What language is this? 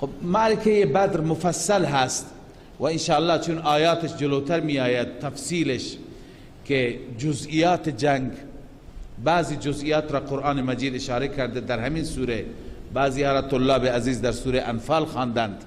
Persian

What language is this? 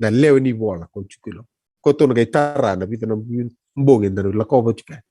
Fijian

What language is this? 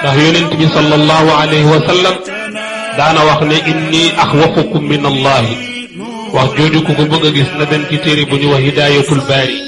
Wolof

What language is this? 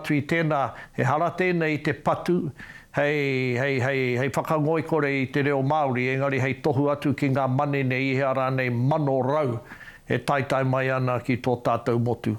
Māori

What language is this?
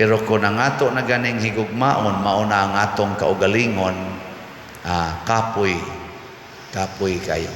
Cebuano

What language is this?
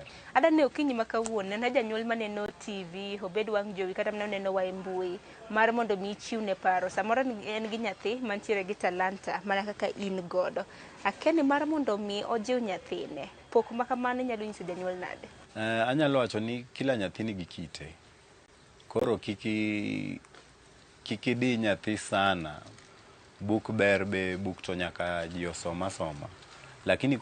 Luo (Kenya and Tanzania)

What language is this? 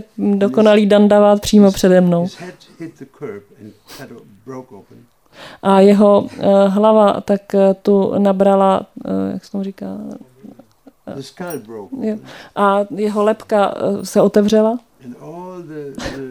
Czech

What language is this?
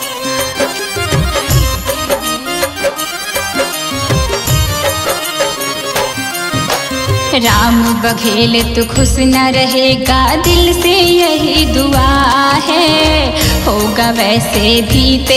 Hindi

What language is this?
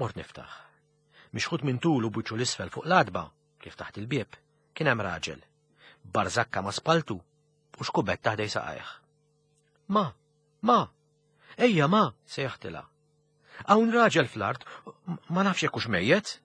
Maltese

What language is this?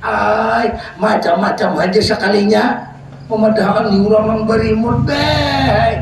Banjar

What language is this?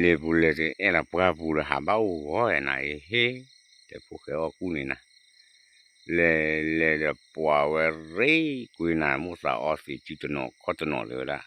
S'gaw Karen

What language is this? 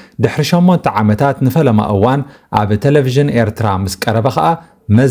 Tigrinya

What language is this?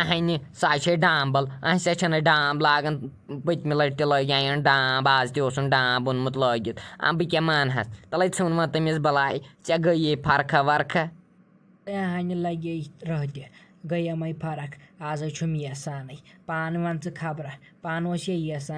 Kashmiri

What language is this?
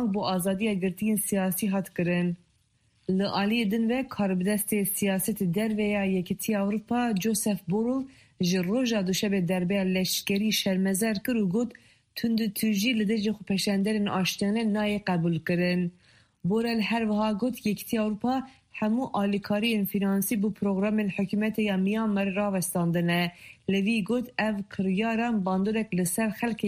Kurdish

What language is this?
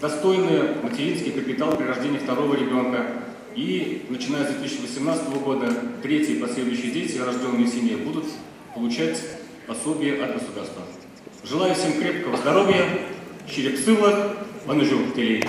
Chuvash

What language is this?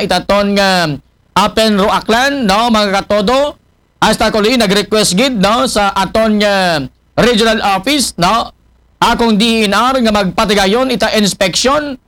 Aklanon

